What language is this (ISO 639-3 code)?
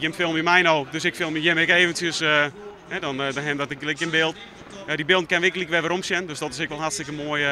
fry